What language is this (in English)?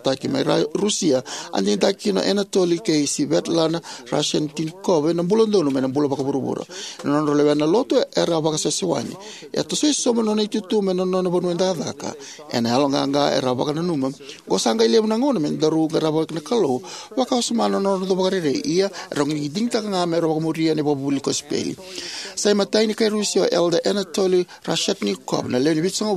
Fijian